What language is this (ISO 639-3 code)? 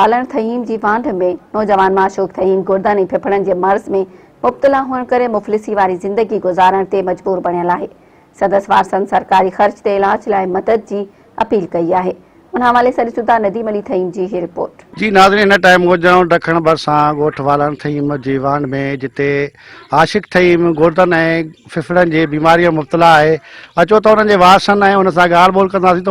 snd